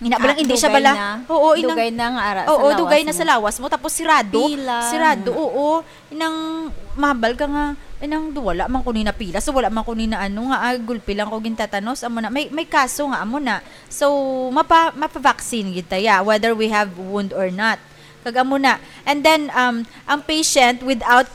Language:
Hiligaynon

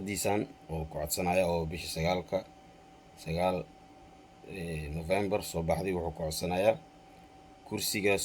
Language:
Somali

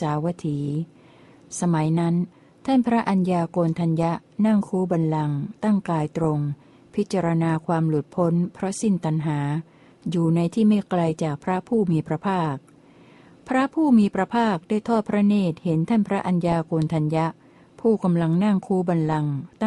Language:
Thai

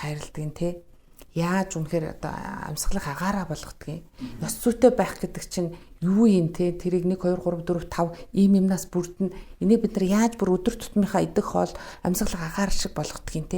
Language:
Mongolian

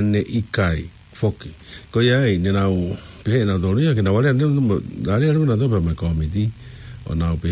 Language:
Tongan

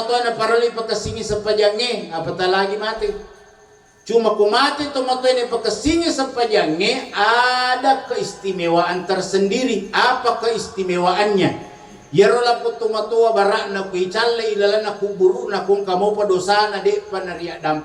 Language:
Buginese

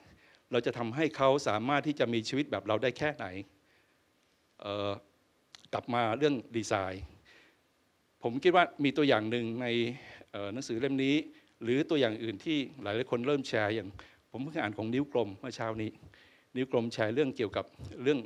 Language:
Thai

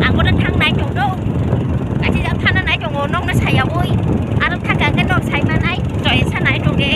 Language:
Kok Borok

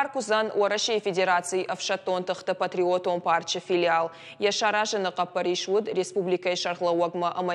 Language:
Ossetic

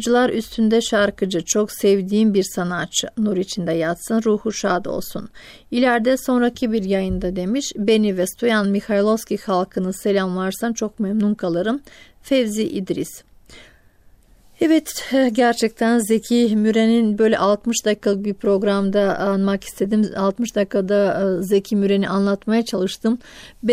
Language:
Turkish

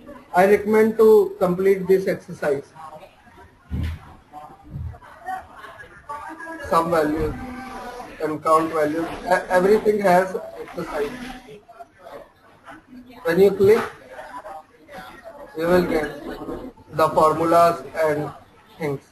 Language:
English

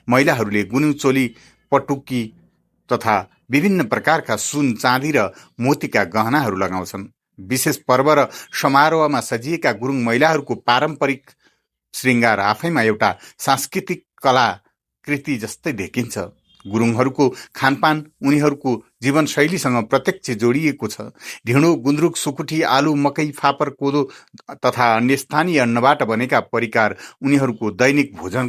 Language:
Nepali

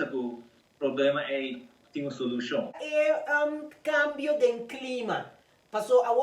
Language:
Papiamento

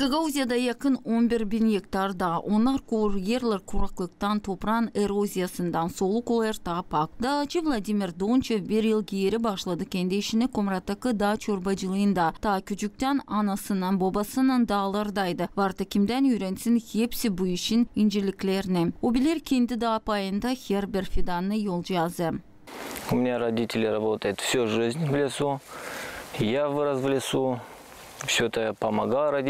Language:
Gagauz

